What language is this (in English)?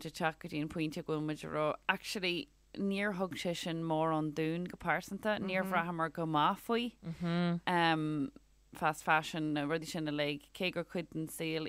Irish